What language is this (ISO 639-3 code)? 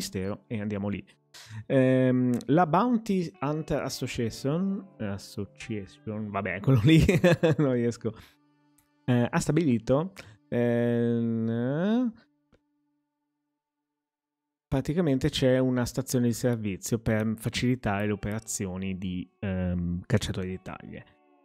ita